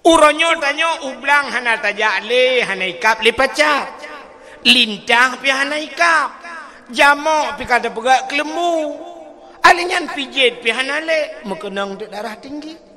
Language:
Achinese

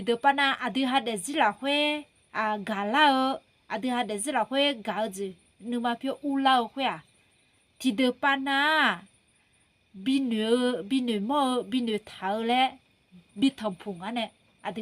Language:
Akha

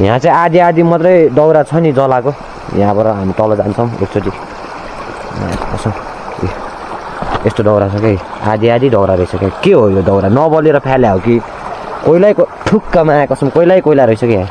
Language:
Nepali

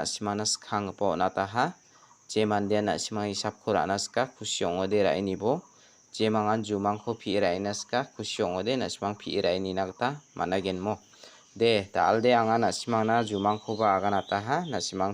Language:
Garo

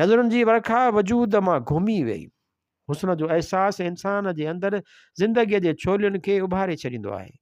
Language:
Sindhi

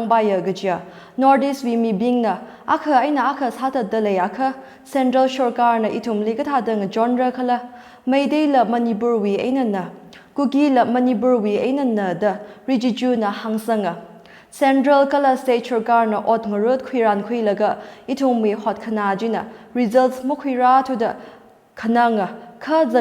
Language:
Tangkhul Naga (India)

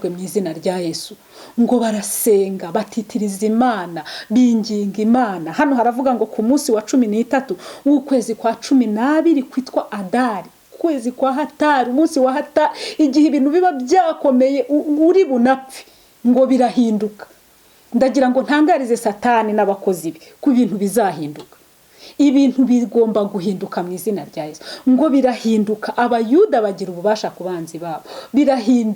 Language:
Kinyarwanda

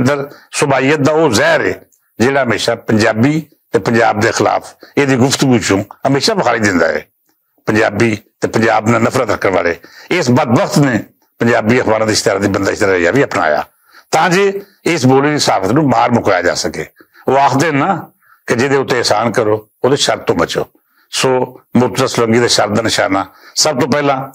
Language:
Western Panjabi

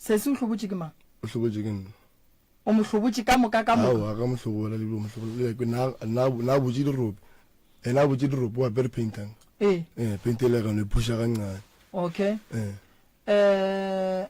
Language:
Northern Sotho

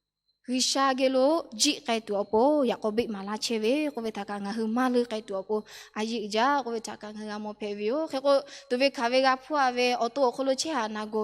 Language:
Lahu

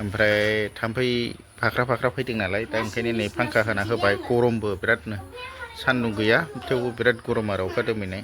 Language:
Bodo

